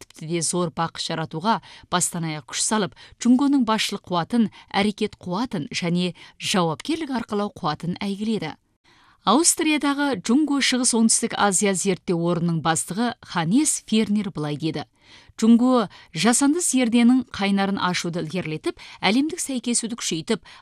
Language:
Kazakh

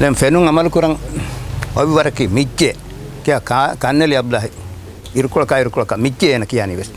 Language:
Divehi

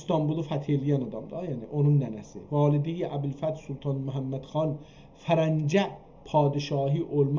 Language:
South Azerbaijani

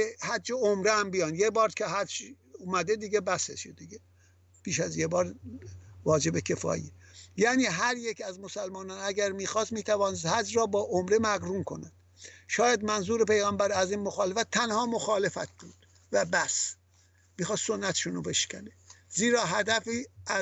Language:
Persian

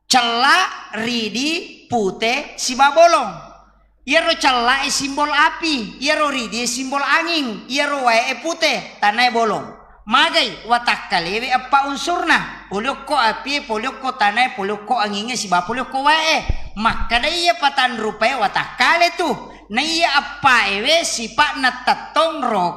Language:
Buginese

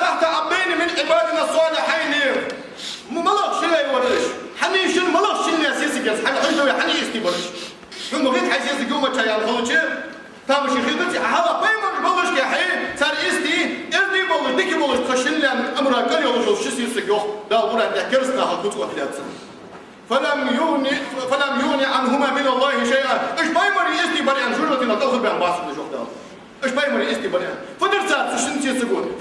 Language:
Ingush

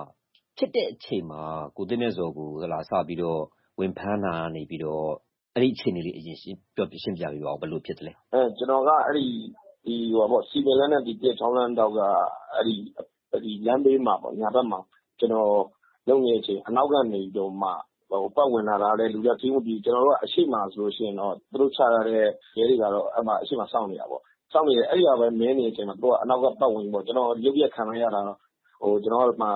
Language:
Burmese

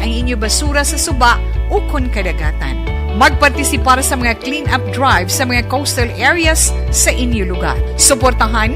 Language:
Hiligaynon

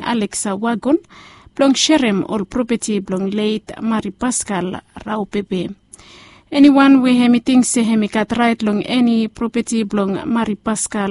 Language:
Bislama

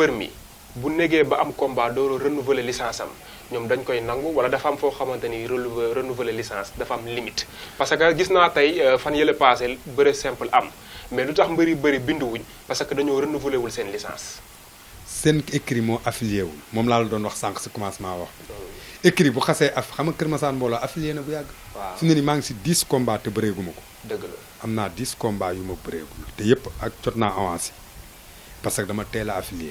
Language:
Wolof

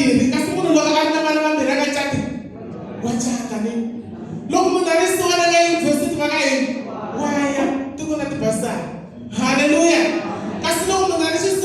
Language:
Tsonga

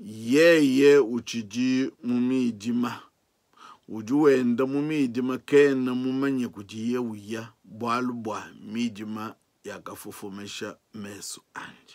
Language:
Luba-Lulua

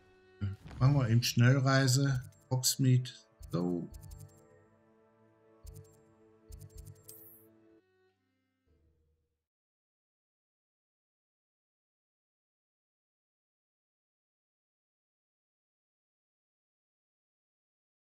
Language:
German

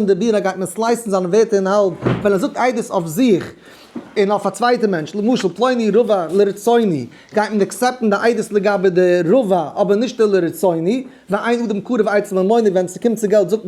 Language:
Yiddish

